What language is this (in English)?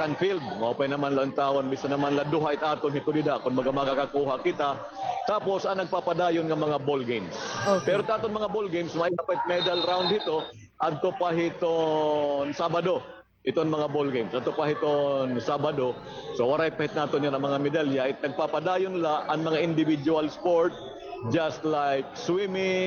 Waray